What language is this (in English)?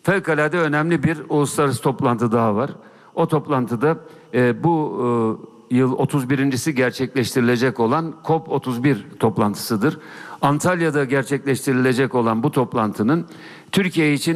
Turkish